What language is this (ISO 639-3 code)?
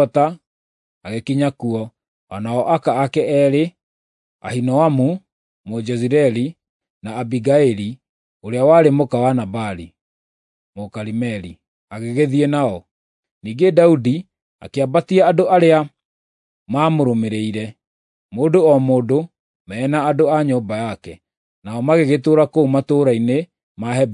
kik